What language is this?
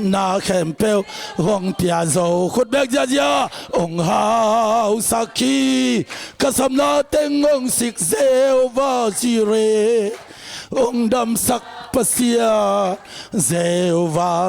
Tedim Chin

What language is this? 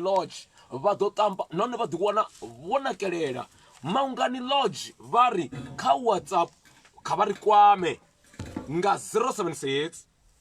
Venda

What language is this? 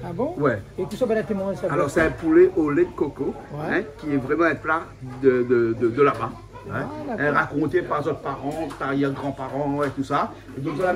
Réunion Creole French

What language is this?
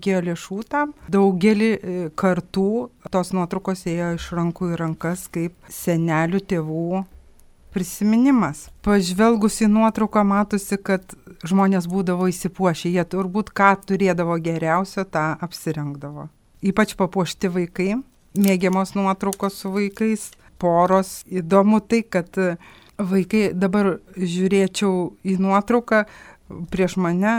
Lithuanian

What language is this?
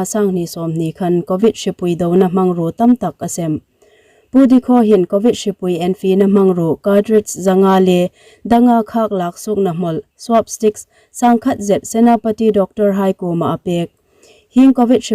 Hmar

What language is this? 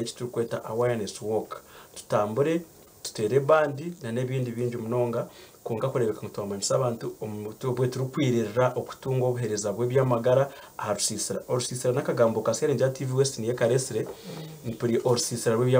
Nyankole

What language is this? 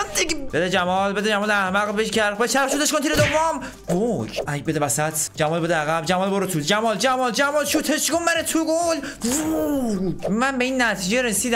Persian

